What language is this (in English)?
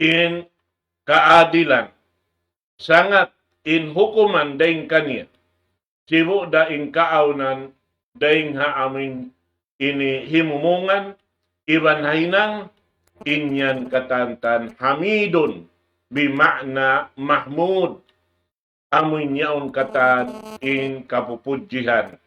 Tausug